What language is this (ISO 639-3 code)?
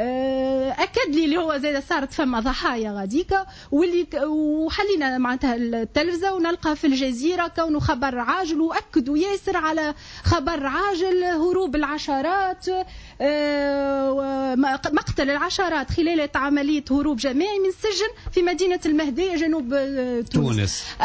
aeb